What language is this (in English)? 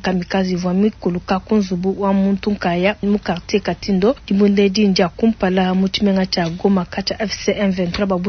Luba-Lulua